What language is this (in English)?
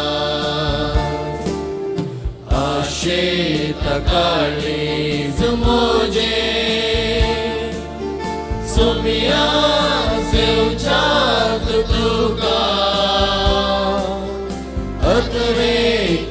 Konkani